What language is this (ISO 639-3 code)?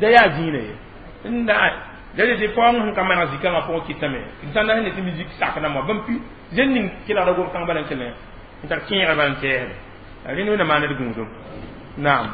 mos